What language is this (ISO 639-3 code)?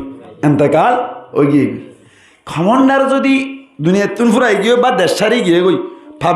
rhg